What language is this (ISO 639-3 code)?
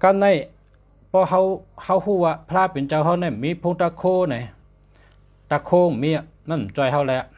shn